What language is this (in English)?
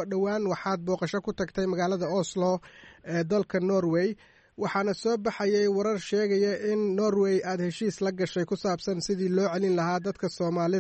Somali